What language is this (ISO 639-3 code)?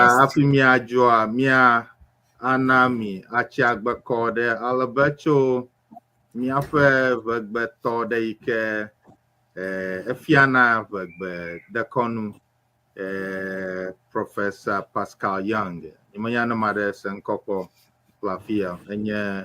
ewe